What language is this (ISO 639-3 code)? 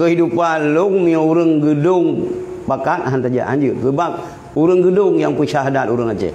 ace